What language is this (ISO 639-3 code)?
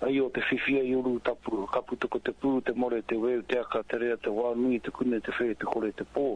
mri